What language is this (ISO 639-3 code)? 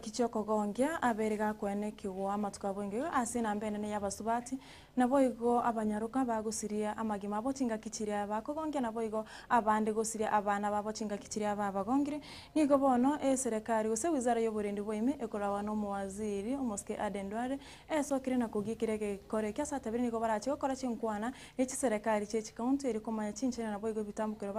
guz